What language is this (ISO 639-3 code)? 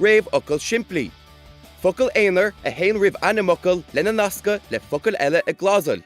gle